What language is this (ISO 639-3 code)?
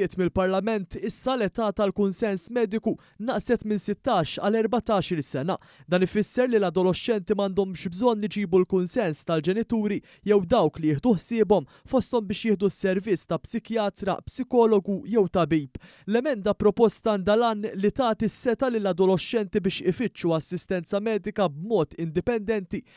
mlt